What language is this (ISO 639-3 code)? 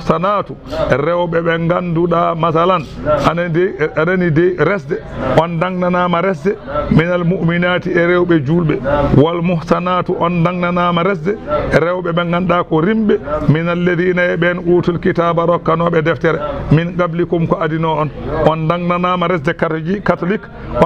ful